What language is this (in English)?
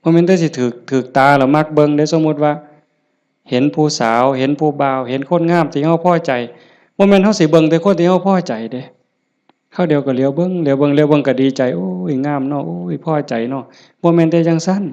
Northeastern Thai